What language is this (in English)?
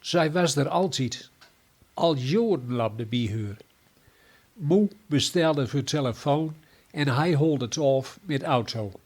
Gronings